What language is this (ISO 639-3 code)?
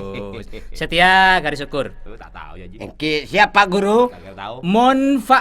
mad